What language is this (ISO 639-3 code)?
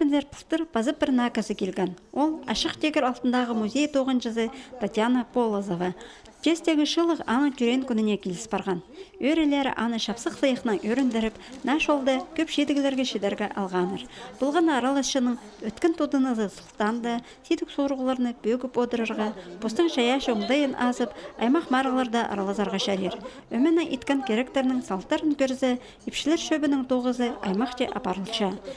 kjh